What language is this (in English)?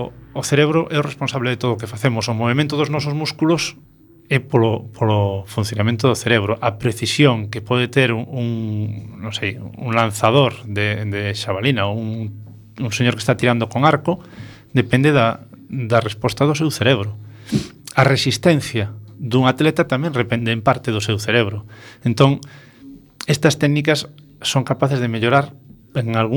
Galician